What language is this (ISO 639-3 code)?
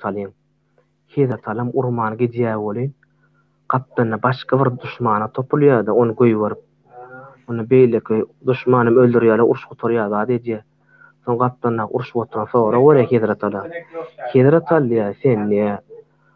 tuk